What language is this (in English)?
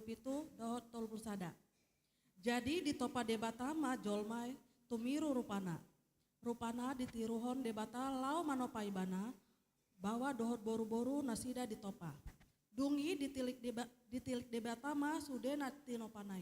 Batak Toba